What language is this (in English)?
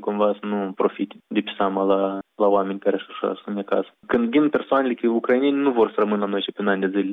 Romanian